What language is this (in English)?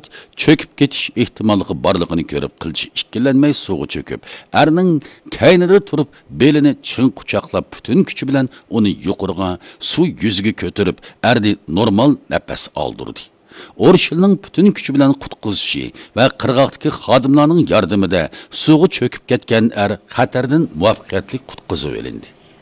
Uyghur